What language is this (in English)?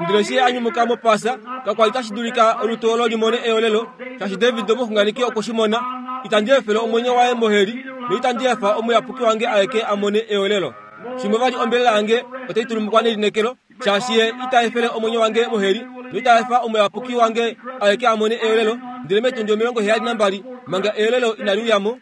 Kuanyama